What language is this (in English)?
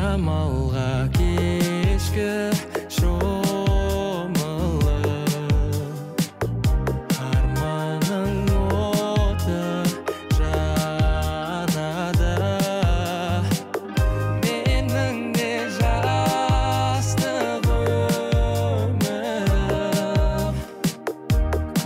Kazakh